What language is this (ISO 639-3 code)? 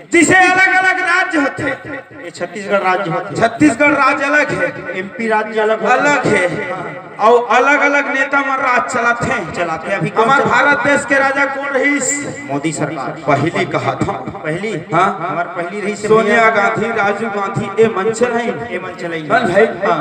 hne